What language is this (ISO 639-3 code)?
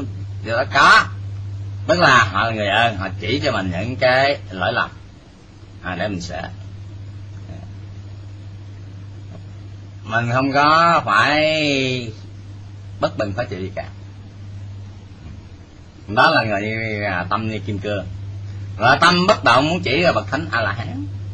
vie